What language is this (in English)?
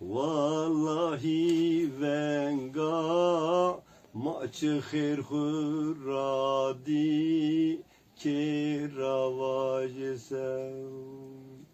Zaza